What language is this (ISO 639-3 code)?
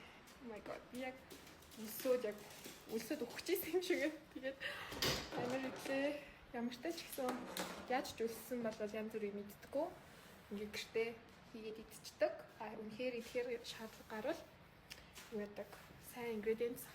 mon